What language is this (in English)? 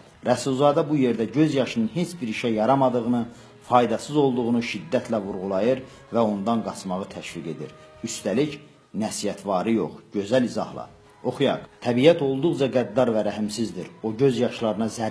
Azerbaijani